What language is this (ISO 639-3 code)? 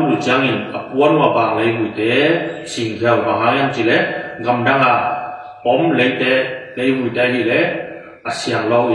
ctd